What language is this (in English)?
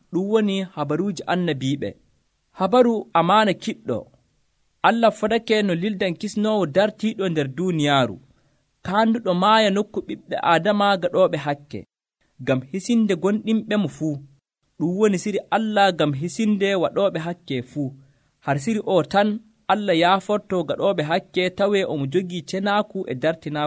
Nigerian Fulfulde